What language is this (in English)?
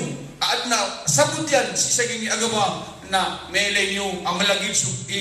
Maranao